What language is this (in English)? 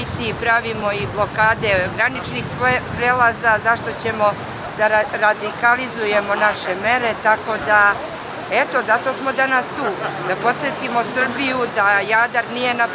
Bosnian